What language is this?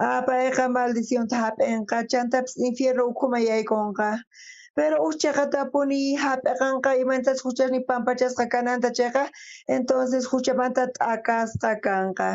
South Bolivian Quechua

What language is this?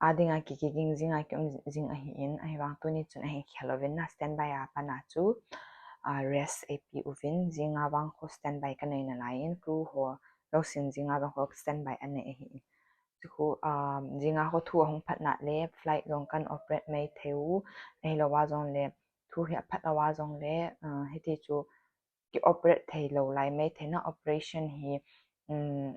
Thado Chin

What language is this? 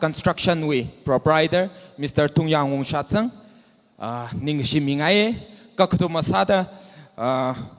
Tangkhul Naga (India)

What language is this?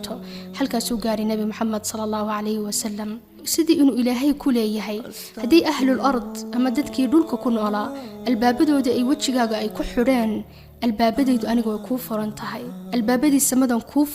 Somali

